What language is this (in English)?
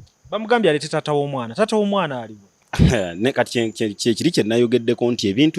Ganda